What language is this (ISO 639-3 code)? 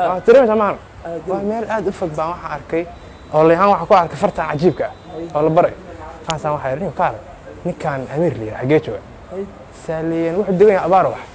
som